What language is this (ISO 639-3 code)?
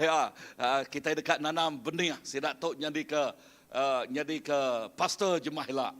iba